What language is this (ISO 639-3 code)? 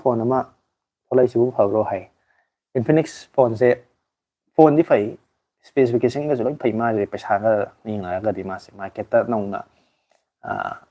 mni